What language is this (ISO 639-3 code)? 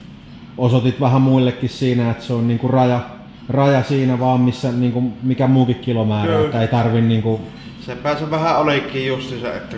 fin